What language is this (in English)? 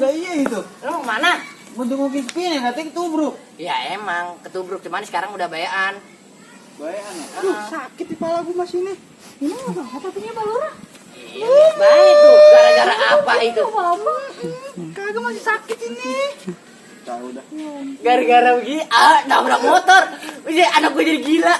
Betawi